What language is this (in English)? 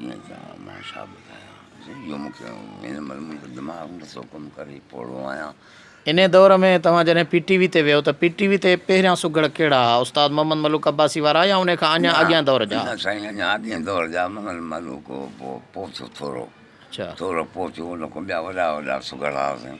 Sindhi